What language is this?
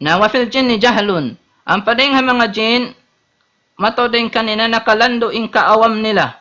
Tausug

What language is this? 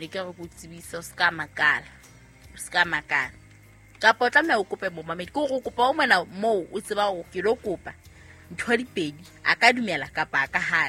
Southern Sotho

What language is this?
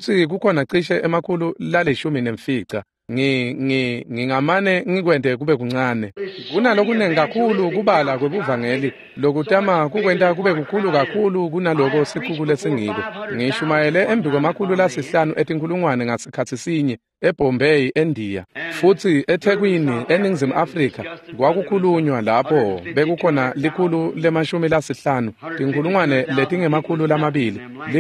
Swati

